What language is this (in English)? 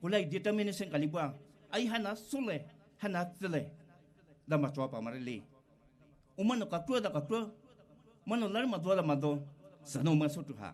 Poumei Naga